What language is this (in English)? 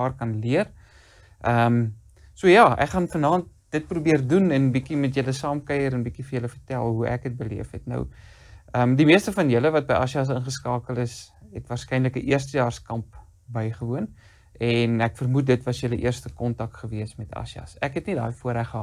Afrikaans